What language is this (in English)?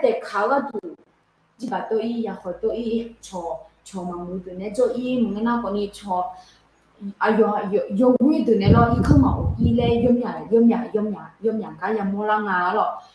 Akha